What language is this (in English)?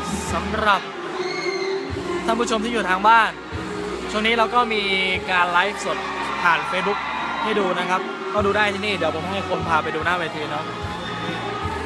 Thai